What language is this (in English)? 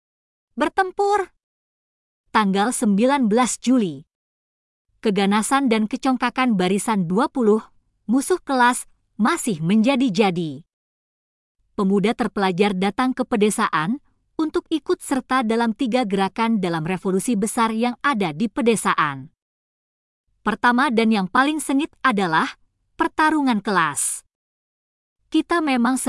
Indonesian